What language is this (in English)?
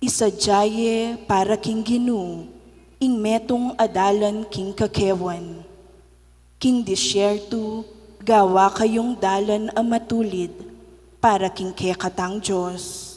Pampanga